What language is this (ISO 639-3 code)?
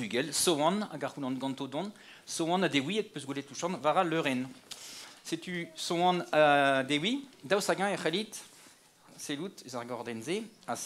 bre